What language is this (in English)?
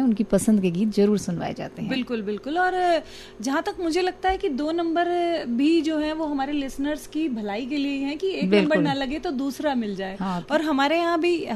Hindi